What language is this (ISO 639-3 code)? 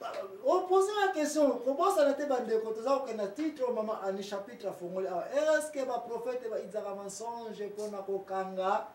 lin